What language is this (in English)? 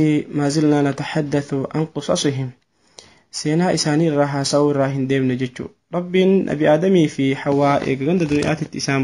Oromo